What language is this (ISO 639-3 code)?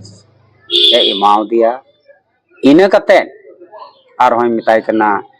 sat